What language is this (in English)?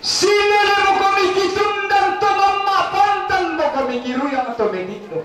Toraja-Sa'dan